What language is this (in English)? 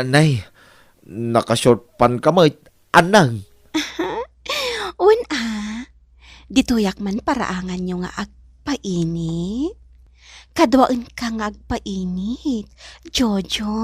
Iloko